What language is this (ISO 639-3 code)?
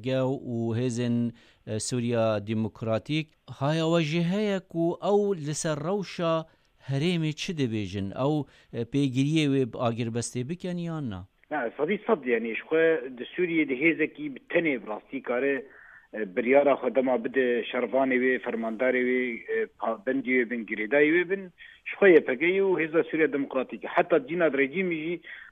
kur